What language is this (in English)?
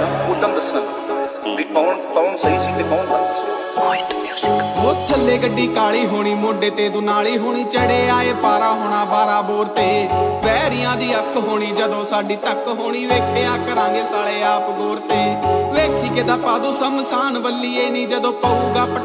Punjabi